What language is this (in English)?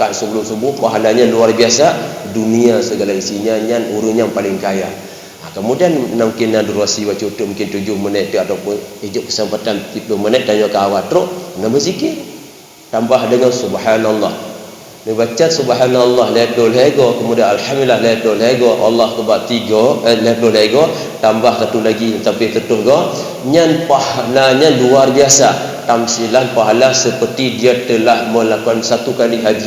Achinese